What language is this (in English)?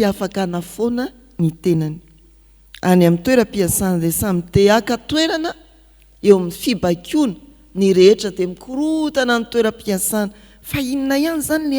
Malagasy